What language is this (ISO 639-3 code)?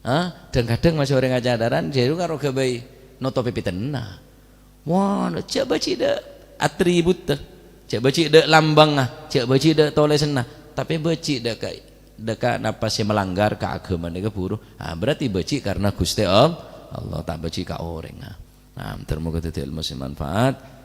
mad